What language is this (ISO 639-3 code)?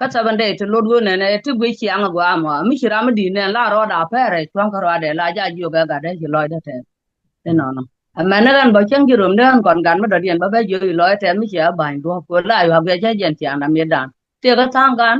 nus